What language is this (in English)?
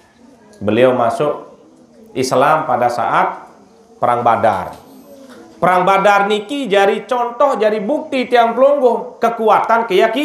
Sasak